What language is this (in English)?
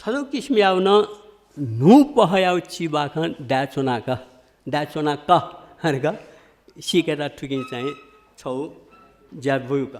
Newari